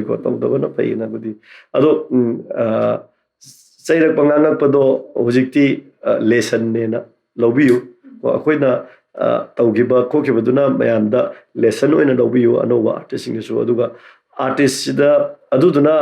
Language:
Manipuri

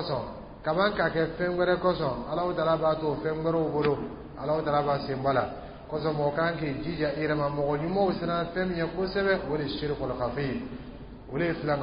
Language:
Dyula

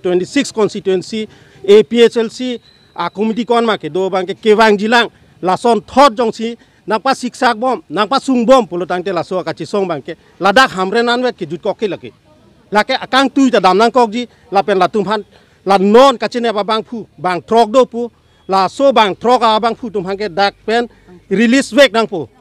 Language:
Karbi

